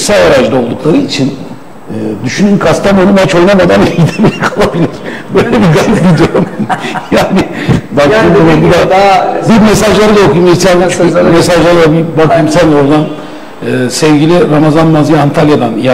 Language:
Turkish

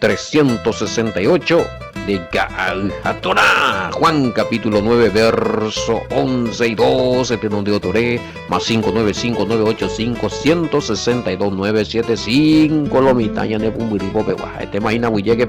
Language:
Guarani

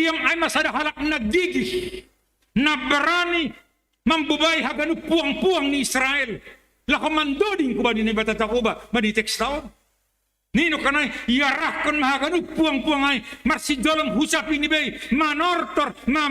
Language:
Batak Simalungun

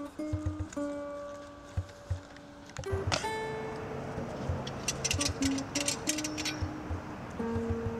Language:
Finnish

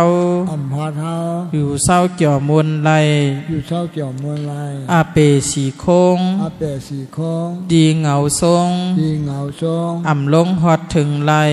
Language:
Shan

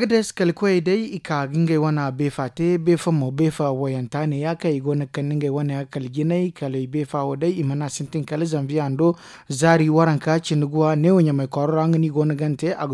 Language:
Zarma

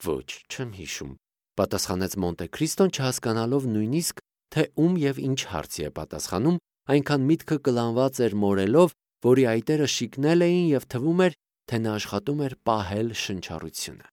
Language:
Armenian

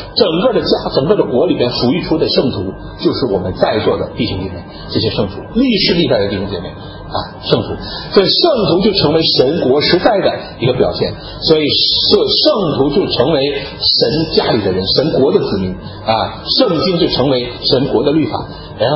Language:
Chinese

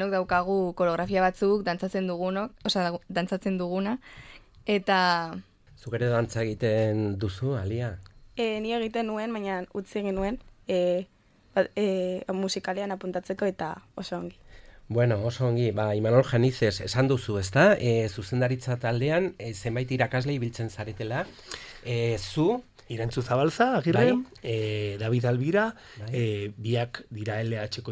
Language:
Basque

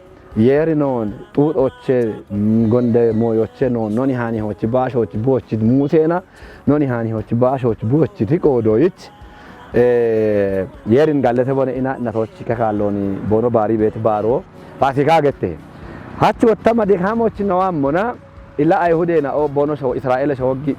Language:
Kafa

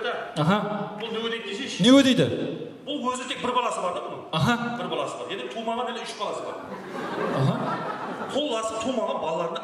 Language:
Kara-Kalpak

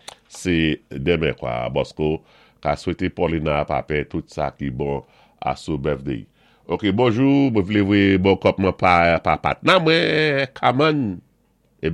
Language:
Saint Lucian Creole French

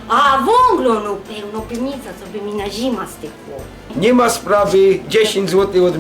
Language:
Silesian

